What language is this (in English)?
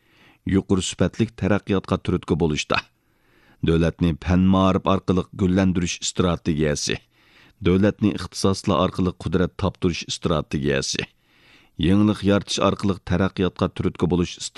Uyghur